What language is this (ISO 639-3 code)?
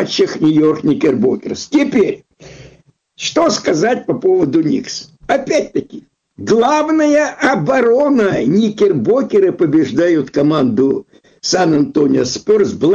rus